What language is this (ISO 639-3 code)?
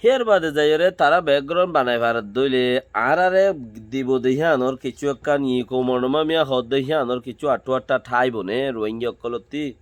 rhg